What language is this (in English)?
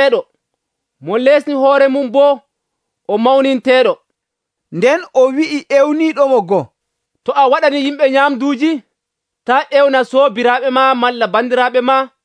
Nigerian Fulfulde